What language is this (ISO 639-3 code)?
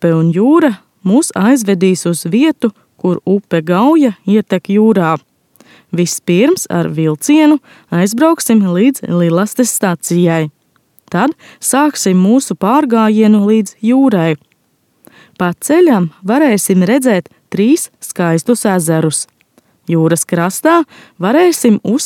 lav